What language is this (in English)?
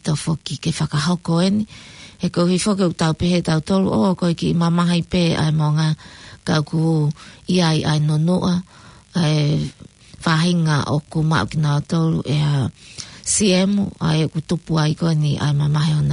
Tongan